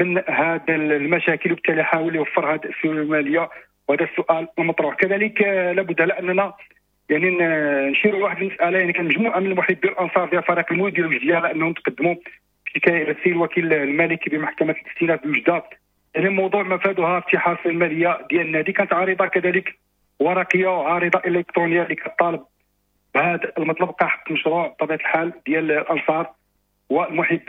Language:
Moroccan Arabic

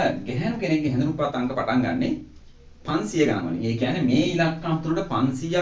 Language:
Sinhala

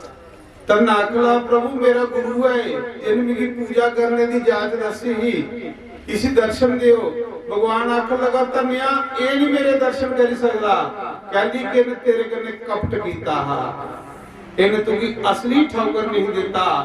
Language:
Dogri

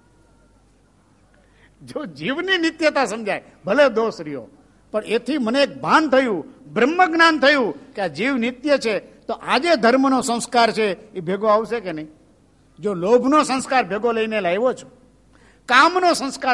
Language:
Gujarati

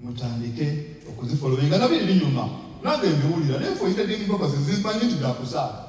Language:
Ganda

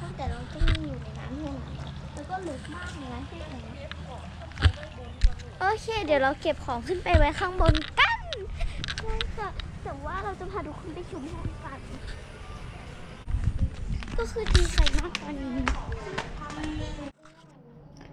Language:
Thai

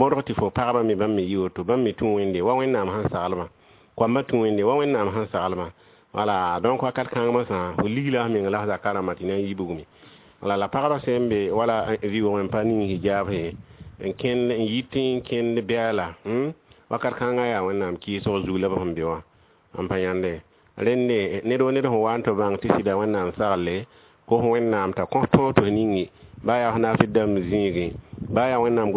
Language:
Mossi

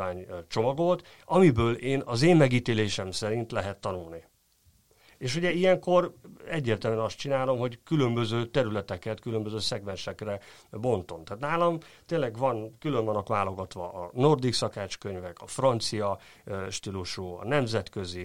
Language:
Hungarian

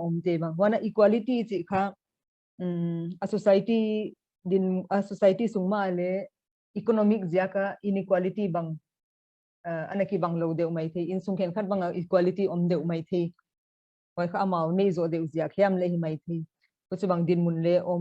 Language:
Paite Chin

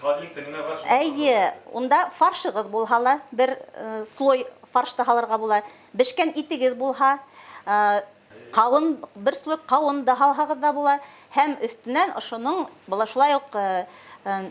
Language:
Bashkir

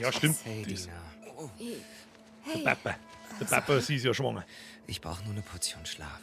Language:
Bavarian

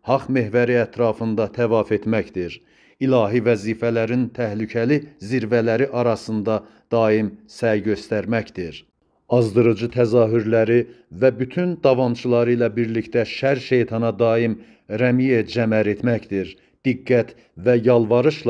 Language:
Azerbaijani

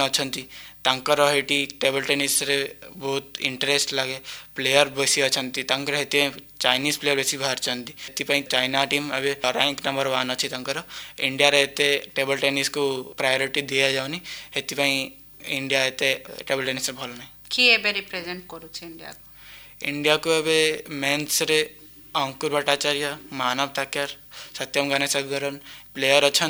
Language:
Odia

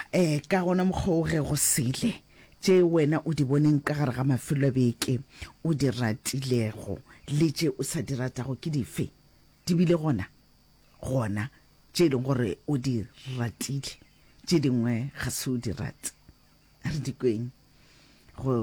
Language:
Northern Sotho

